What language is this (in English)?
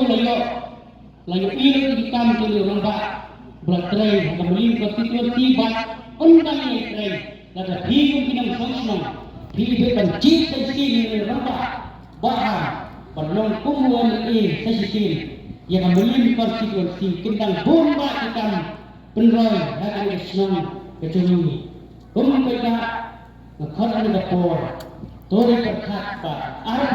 Khasi